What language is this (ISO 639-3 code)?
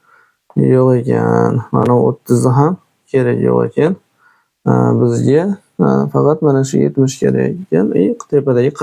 uzb